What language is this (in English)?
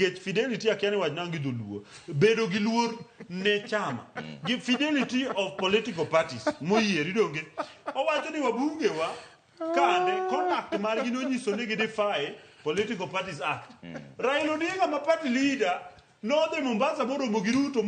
Luo (Kenya and Tanzania)